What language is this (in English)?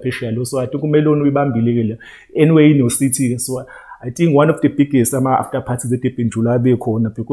Zulu